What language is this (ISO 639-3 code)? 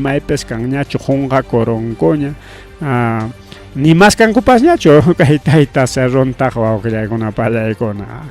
quy